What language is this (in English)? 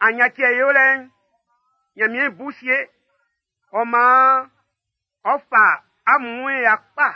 Baoulé